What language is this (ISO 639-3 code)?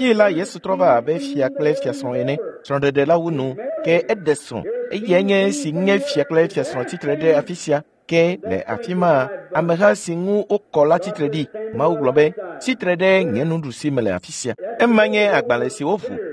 ewe